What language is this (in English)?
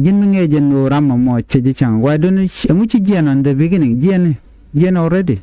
Nuer